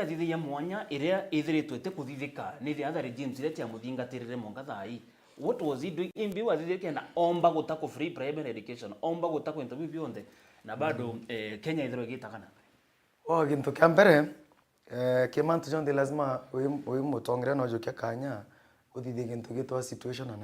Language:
Meru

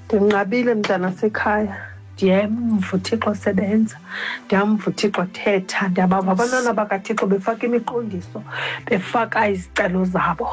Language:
Xhosa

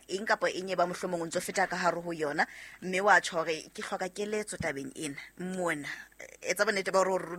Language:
Southern Sotho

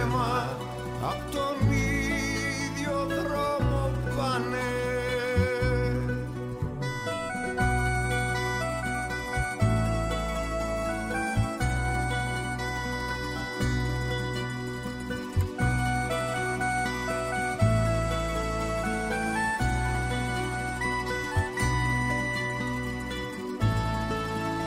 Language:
Greek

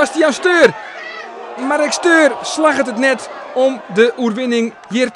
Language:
Western Frisian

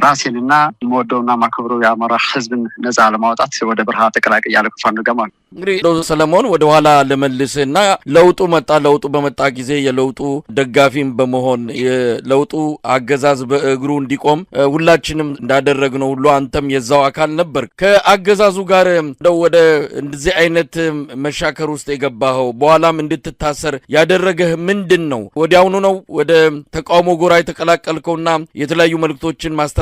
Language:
Amharic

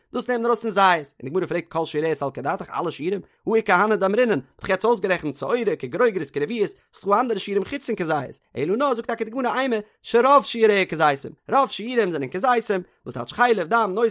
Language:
Yiddish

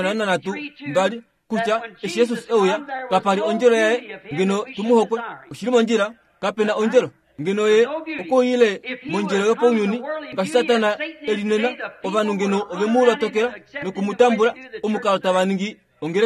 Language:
Kuanyama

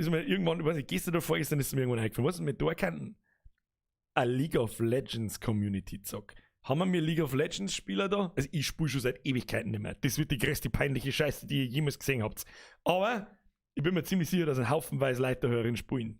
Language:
Bavarian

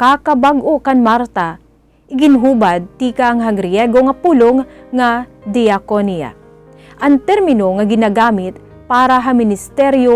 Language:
Waray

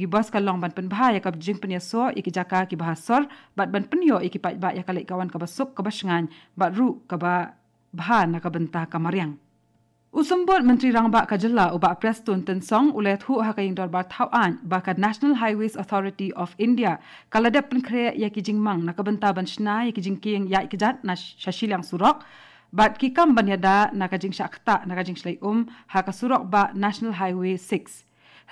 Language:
Khasi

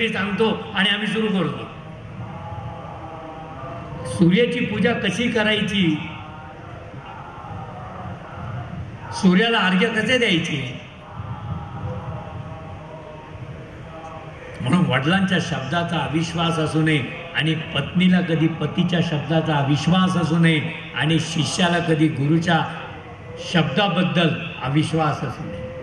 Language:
Marathi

